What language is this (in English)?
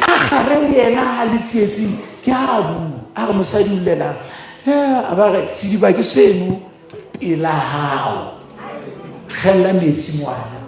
Southern Sotho